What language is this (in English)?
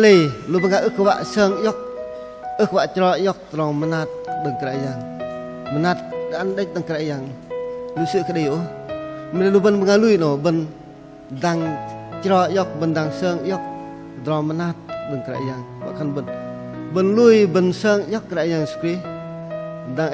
Bahnar